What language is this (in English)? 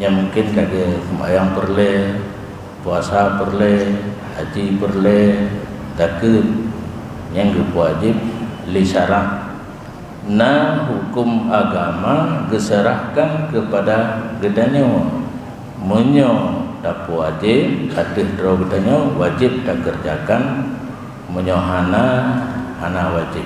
Achinese